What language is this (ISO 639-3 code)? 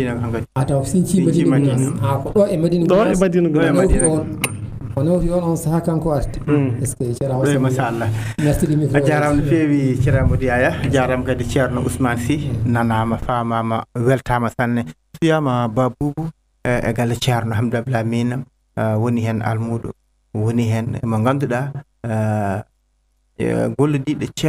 ful